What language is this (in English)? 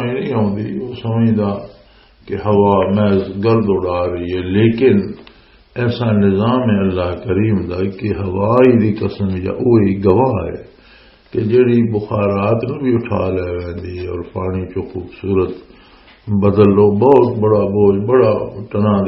Western Panjabi